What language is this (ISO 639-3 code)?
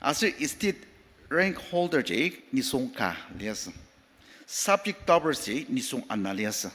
njo